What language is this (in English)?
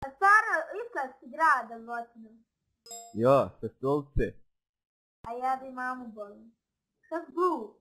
Bosnian